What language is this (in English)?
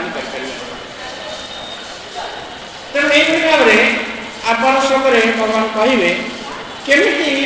Odia